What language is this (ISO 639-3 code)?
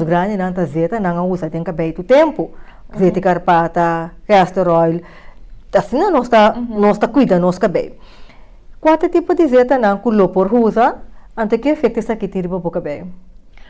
pap